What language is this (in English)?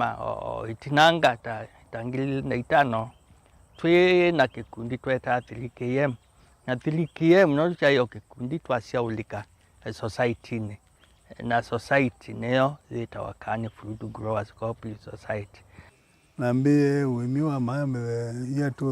Kamba